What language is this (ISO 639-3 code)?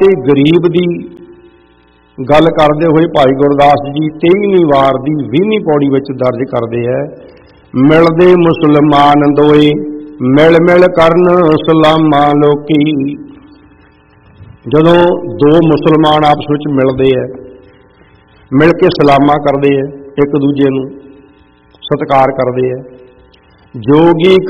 pan